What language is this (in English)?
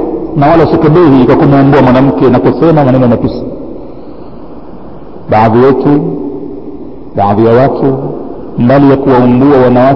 Swahili